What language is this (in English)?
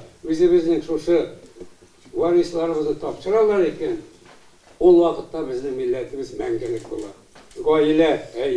Tatar